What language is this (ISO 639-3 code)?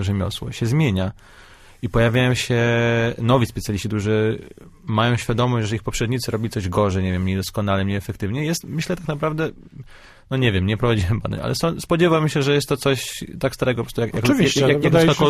pol